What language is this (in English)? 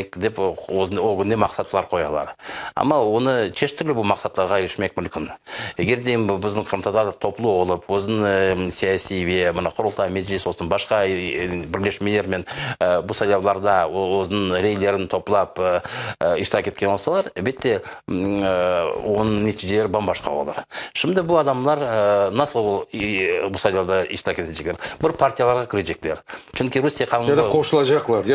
Crimean Tatar